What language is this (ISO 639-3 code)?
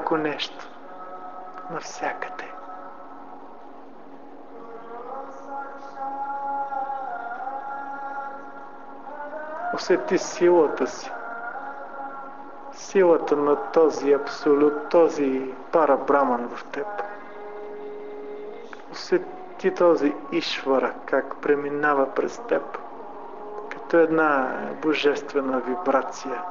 bul